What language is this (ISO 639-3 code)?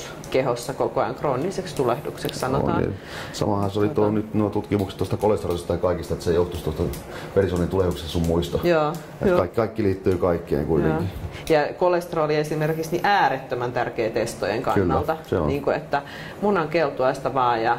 fin